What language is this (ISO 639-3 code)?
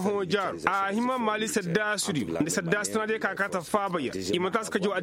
ses